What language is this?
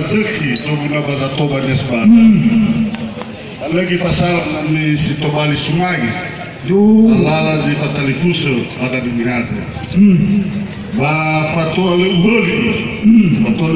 Nias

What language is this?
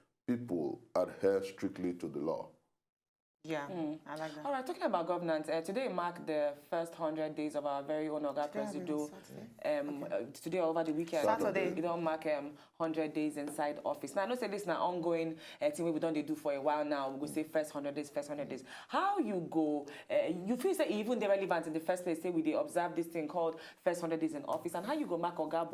Nigerian Pidgin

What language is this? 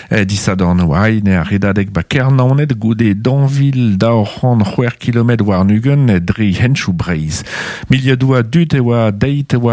Breton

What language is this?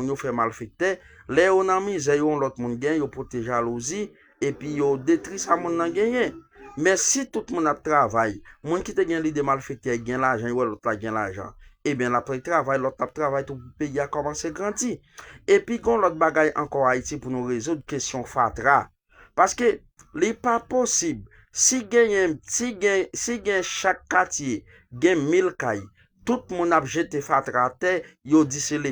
Haitian Creole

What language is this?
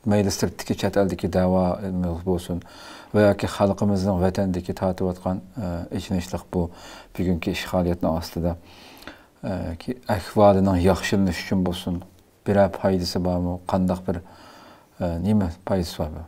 Uyghur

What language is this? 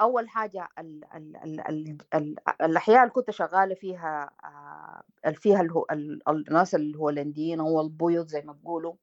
Sudanese Arabic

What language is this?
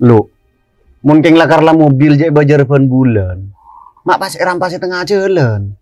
Madurese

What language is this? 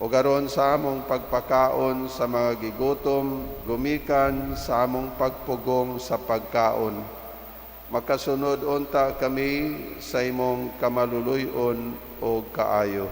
Cebuano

